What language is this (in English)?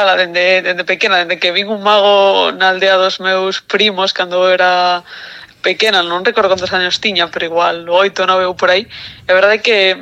Galician